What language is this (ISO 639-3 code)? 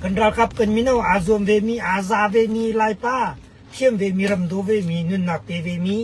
cnh